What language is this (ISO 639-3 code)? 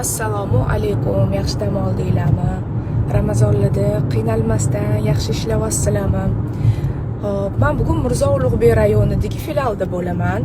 uzb